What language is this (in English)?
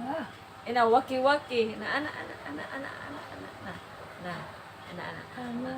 Cebuano